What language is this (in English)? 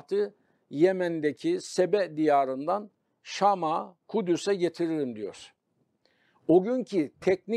Turkish